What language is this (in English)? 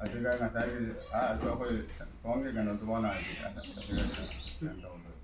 Manipuri